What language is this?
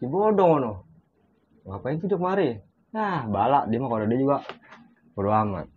Betawi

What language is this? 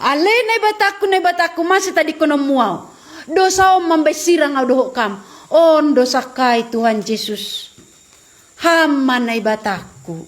Batak Simalungun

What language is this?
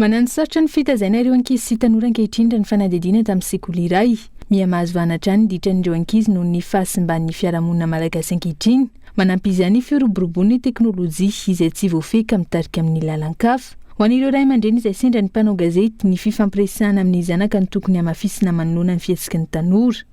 Malagasy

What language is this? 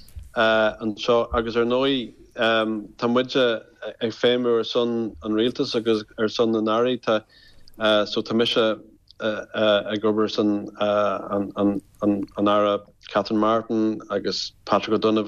Irish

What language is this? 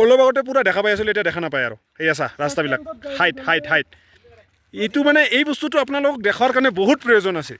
Assamese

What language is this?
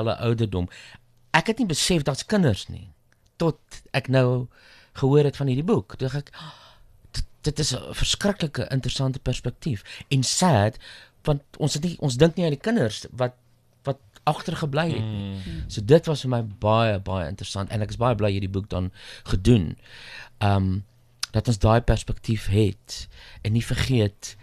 Afrikaans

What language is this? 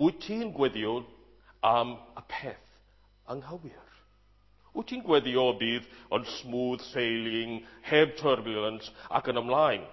Welsh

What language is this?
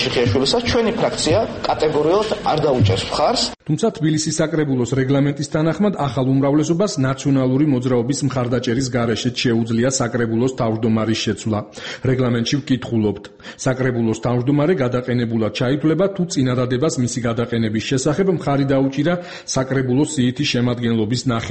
Georgian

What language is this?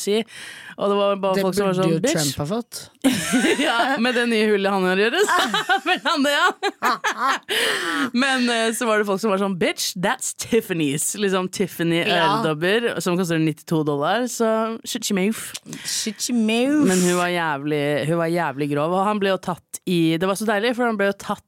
Norwegian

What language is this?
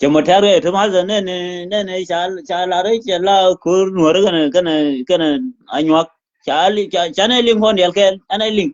Nuer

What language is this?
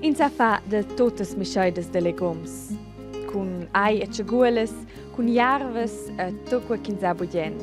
Romansh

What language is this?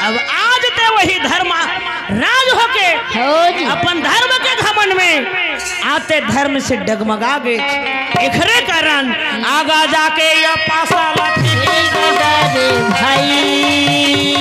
Chhattisgarhi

